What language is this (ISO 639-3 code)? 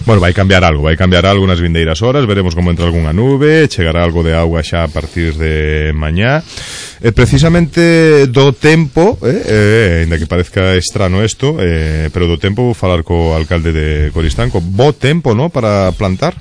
glg